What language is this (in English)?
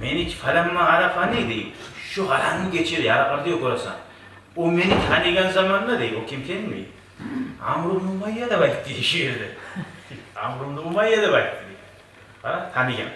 Kumyk